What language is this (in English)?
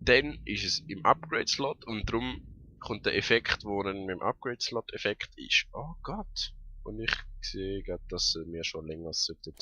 Swiss German